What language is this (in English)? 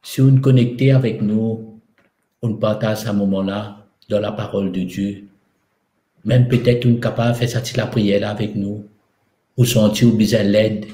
Morisyen